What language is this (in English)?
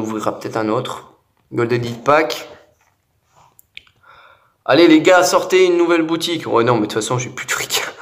French